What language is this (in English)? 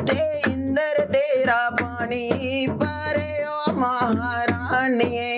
Dogri